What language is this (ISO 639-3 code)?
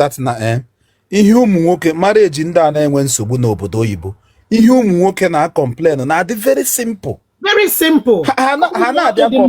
ibo